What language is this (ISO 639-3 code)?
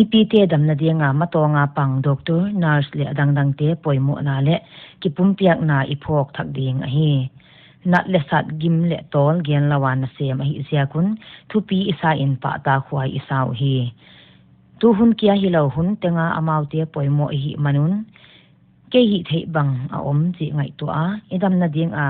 pck